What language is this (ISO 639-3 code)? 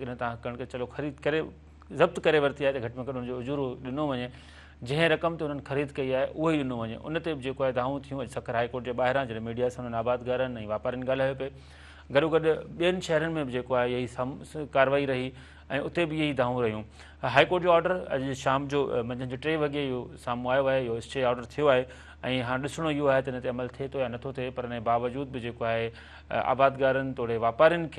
snd